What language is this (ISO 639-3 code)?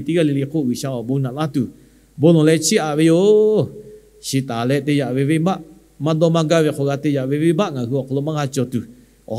lhu